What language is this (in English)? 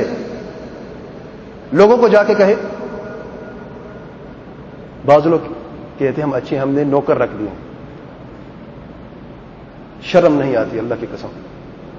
Urdu